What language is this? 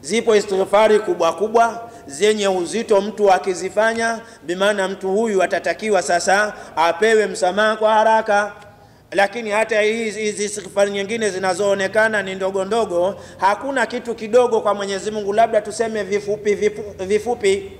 Swahili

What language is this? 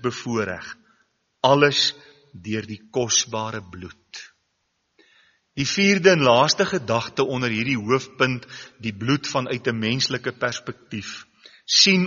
Afrikaans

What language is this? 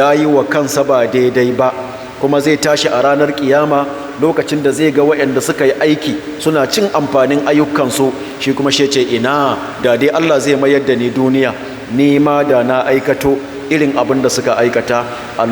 Hausa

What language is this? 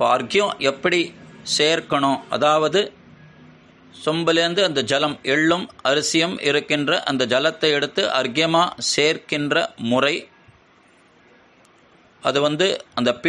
Tamil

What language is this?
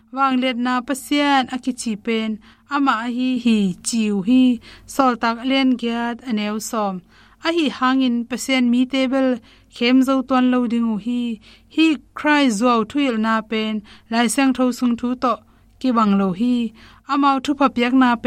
Tedim Chin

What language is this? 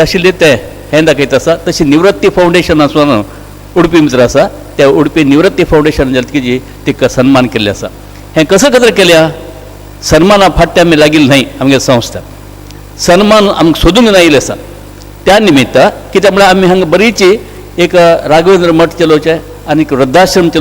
Konkani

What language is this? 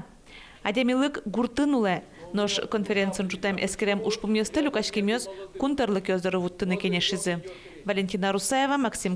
Udmurt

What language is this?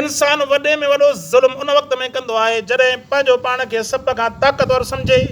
Sindhi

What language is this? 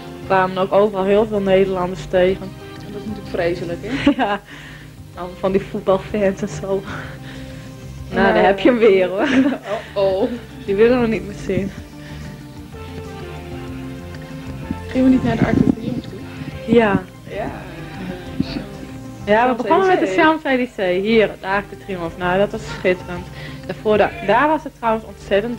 Dutch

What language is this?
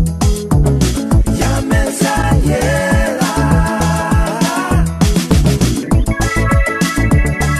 Kinyarwanda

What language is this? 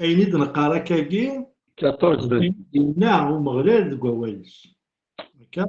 Kabyle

